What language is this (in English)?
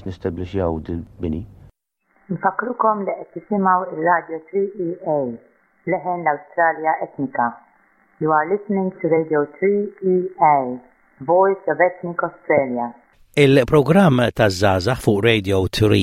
Maltese